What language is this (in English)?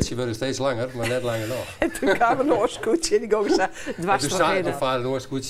Western Frisian